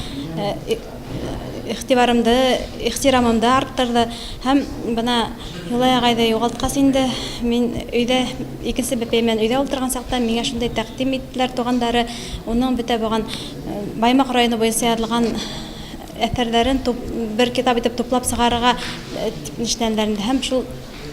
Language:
Bashkir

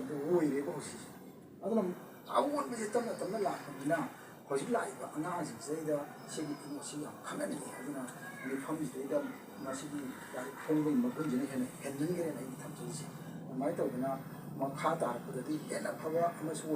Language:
Manipuri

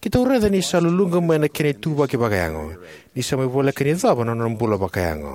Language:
Fijian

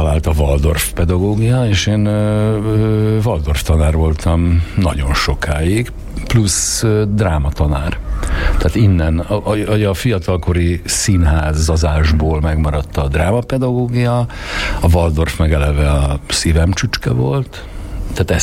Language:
Hungarian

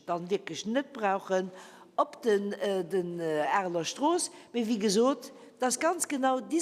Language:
Luxembourgish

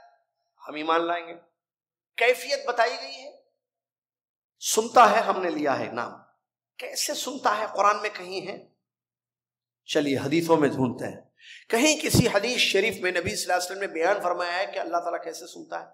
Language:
Urdu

